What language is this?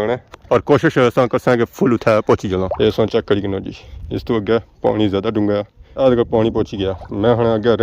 Pahari-Potwari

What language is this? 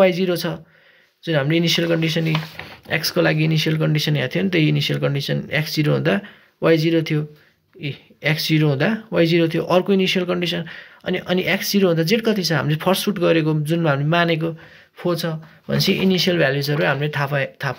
Nepali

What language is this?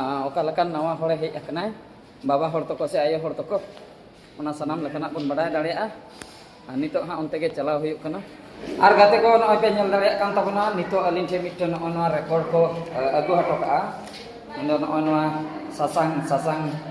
Santali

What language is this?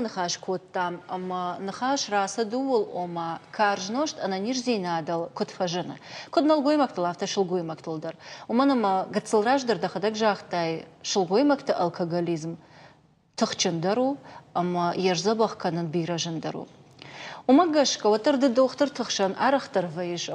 Ossetic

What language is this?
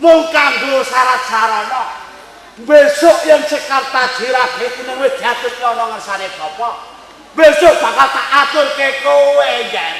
Javanese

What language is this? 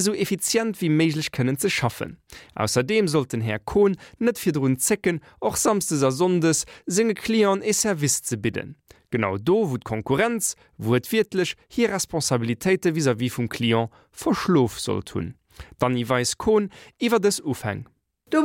Luxembourgish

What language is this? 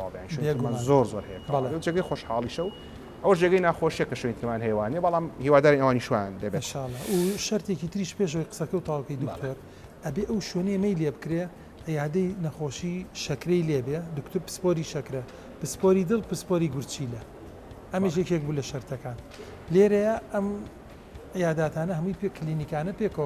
Central Kurdish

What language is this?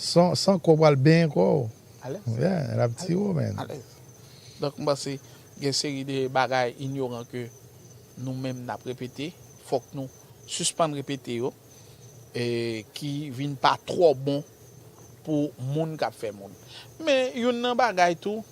Haitian Creole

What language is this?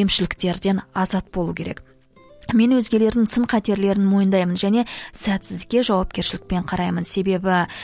Kazakh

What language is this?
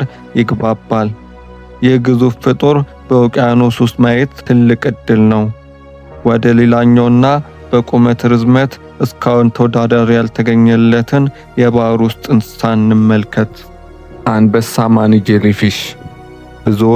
Amharic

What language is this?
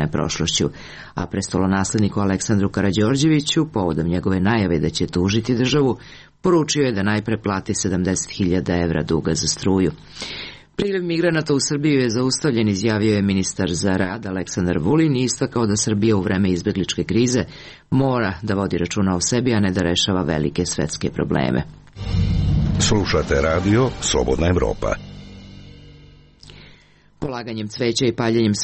Serbian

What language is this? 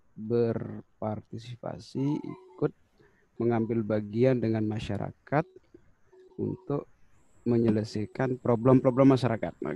Indonesian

